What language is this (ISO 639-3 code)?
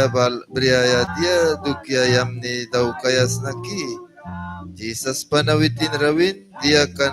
miq